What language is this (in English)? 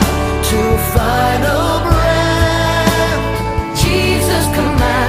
Batak Simalungun